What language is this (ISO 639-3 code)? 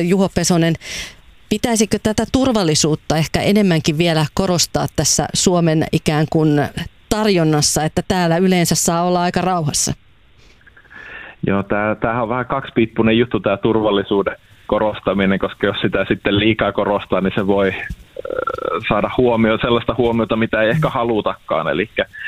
fin